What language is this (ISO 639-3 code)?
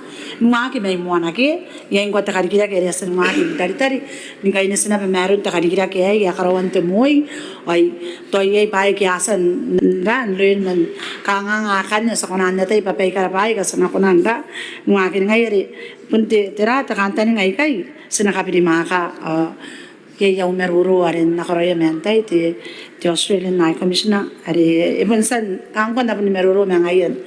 gil